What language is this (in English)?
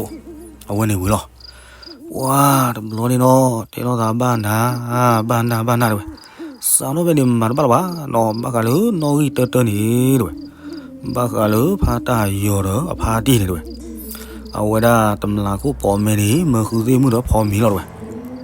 S'gaw Karen